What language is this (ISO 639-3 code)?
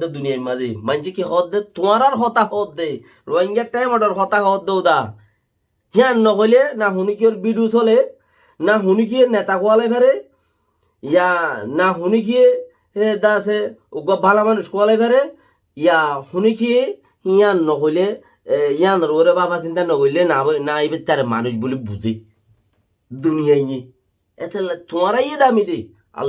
rhg